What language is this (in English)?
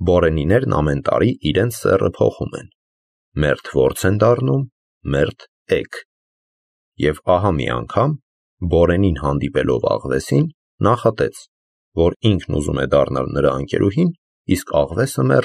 Armenian